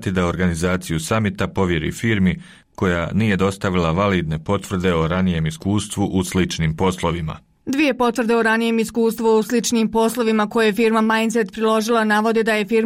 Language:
Bosnian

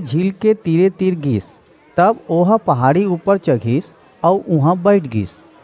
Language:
Chhattisgarhi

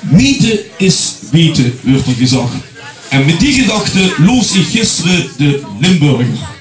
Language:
Limburgish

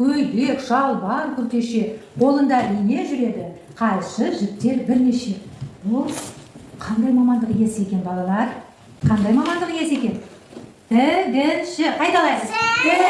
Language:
Kazakh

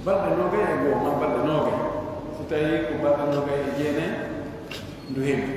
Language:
Pular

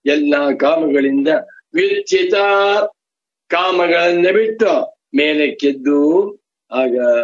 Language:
Kannada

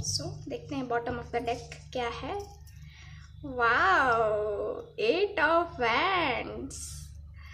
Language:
Hindi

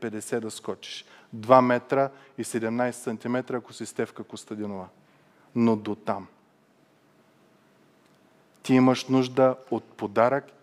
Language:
Bulgarian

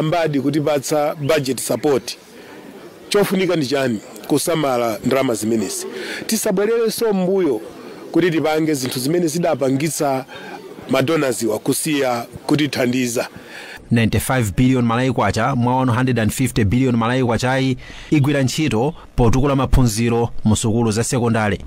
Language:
Nyanja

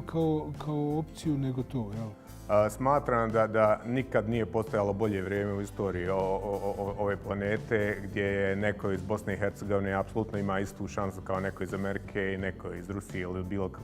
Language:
Bosnian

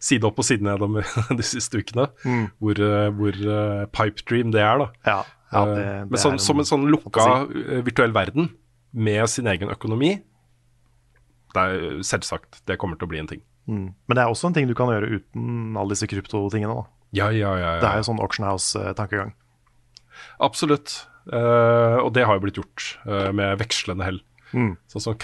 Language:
Norwegian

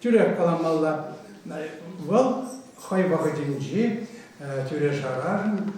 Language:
Chuvash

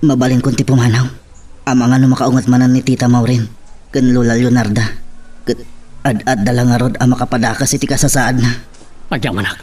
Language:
Iloko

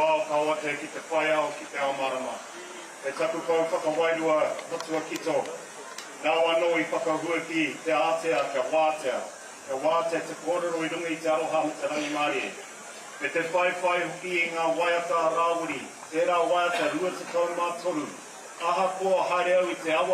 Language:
Māori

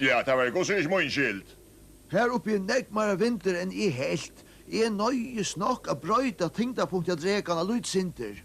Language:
Faroese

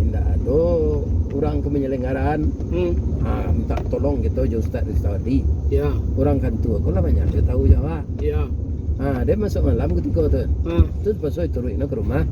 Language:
Minangkabau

